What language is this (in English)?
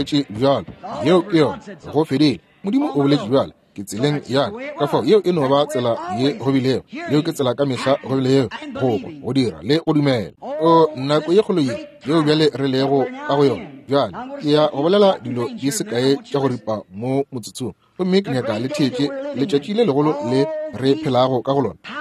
Northern Sotho